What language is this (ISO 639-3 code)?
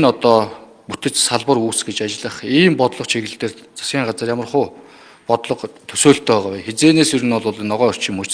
mon